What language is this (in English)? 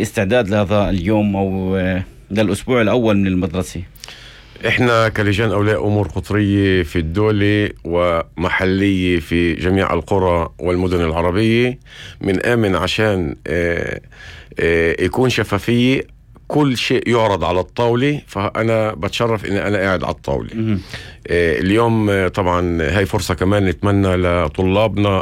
North Levantine Arabic